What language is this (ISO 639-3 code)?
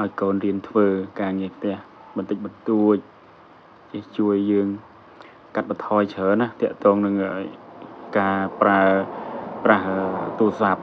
khm